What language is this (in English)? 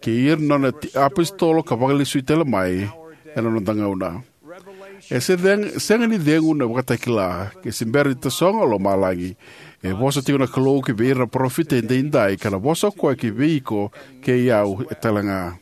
Fijian